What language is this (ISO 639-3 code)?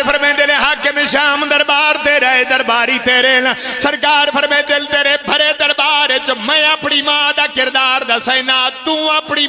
phr